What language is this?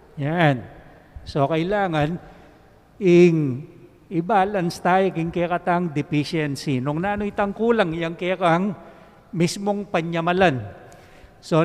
Pampanga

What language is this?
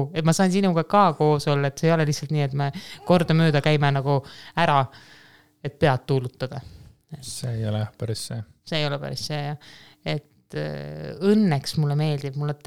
Estonian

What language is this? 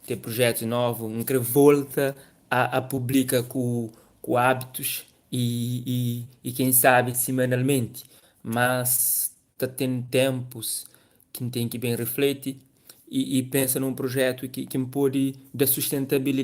Kabuverdianu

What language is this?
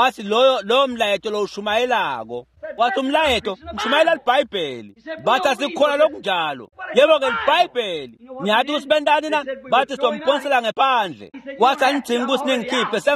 Swati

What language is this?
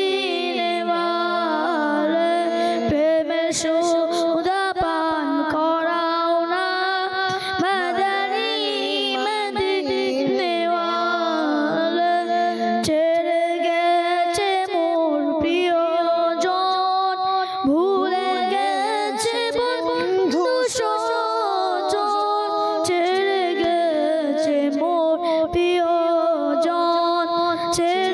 Bangla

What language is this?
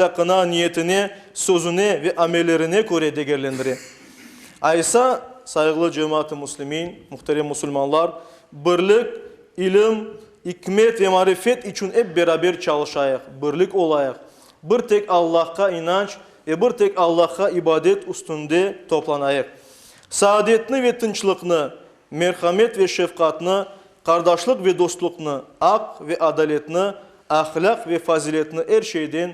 Crimean Tatar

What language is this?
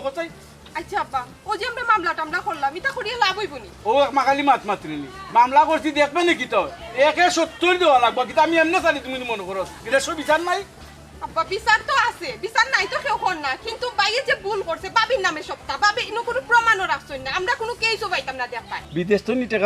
Sylheti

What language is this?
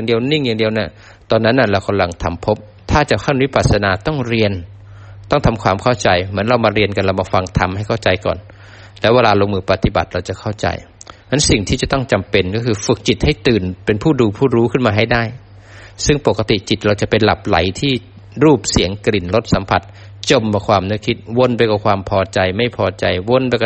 Thai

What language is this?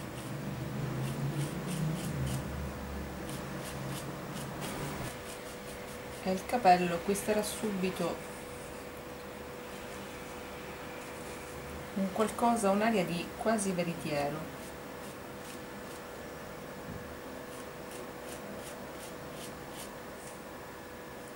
Italian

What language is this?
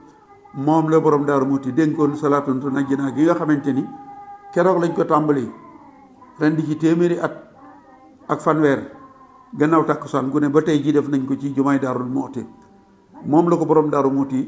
Wolof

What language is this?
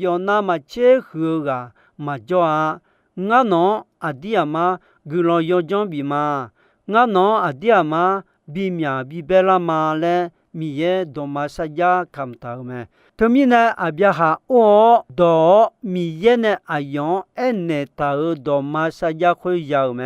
Akha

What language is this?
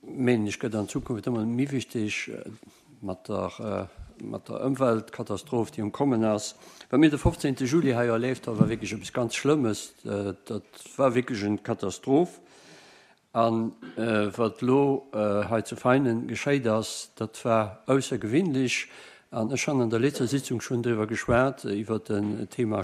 Luxembourgish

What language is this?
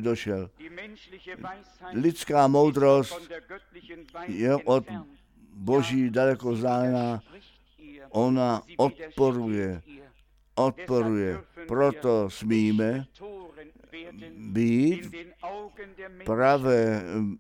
Czech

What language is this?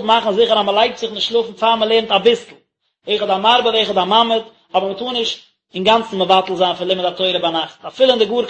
Yiddish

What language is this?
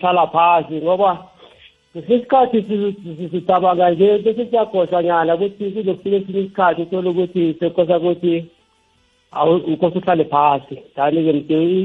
South Ndebele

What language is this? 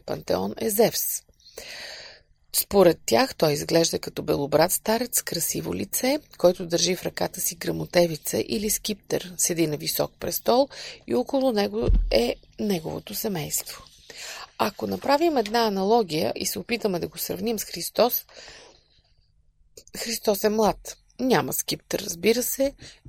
Bulgarian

